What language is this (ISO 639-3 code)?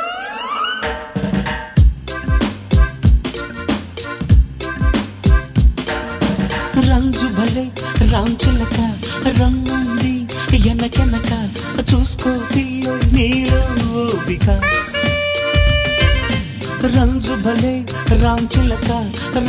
tel